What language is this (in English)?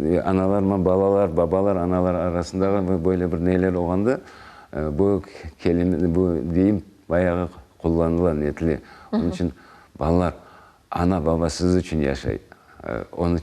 Crimean Tatar